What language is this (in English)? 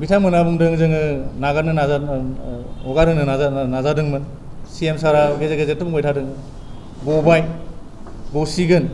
Bodo